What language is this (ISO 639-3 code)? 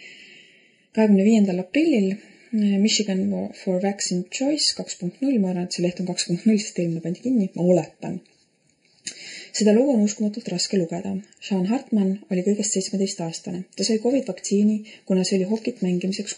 est